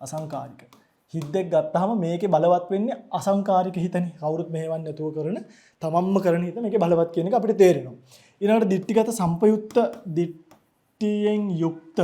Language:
Sinhala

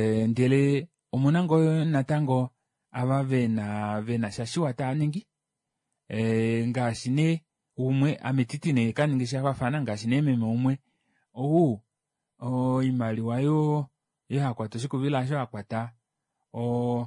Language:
Kuanyama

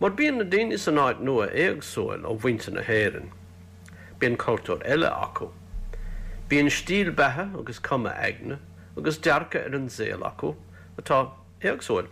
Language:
Irish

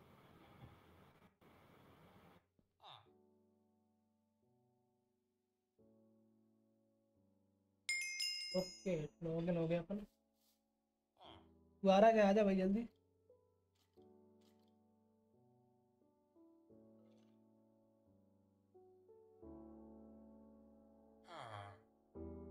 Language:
Hindi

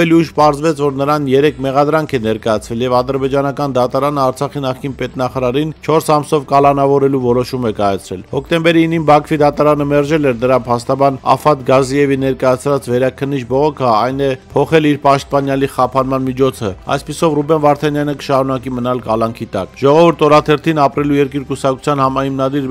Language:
Armenian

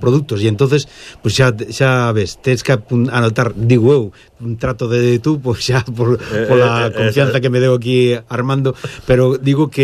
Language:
Galician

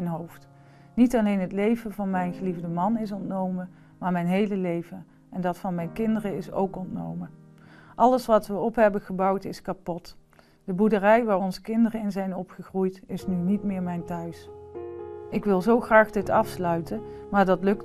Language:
Dutch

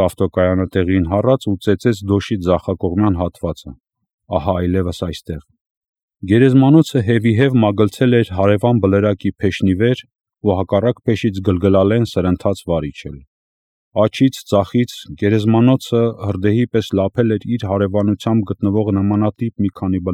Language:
Armenian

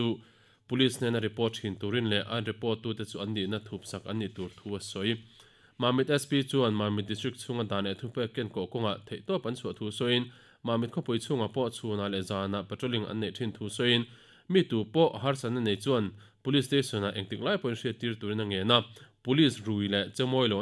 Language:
Mizo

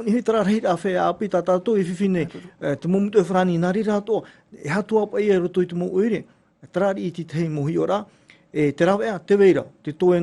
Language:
Tahitian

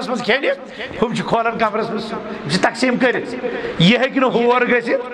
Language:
Kashmiri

